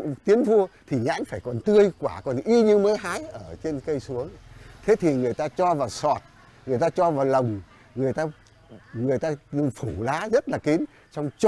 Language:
Vietnamese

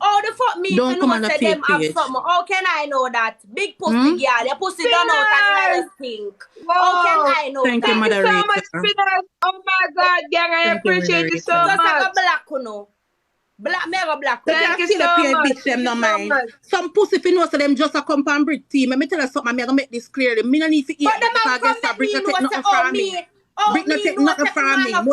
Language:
Jamaican Creole English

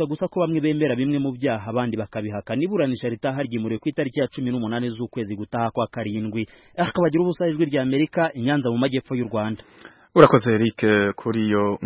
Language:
Kinyarwanda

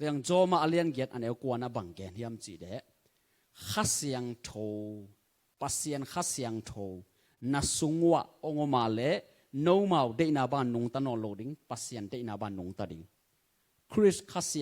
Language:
Tedim Chin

